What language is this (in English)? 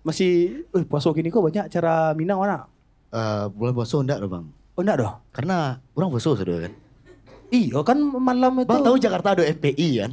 Minangkabau